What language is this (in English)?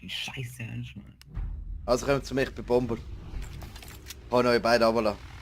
Swiss German